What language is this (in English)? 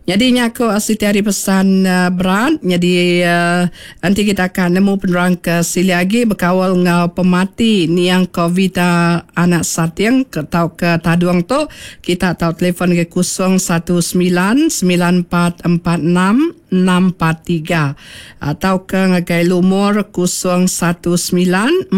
Iban